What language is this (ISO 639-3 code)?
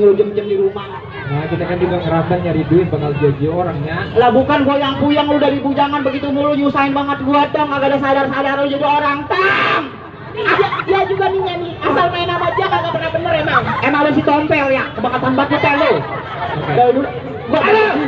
bew